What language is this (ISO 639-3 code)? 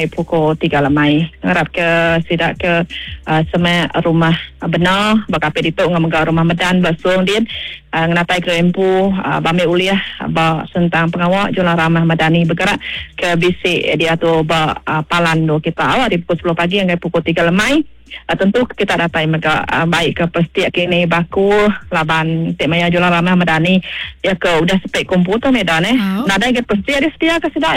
iba